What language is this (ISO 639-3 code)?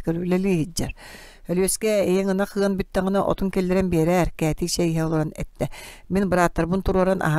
sah